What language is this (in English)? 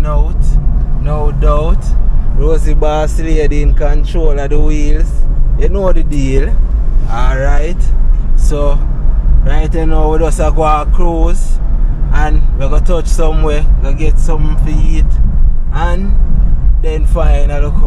Jamaican Creole English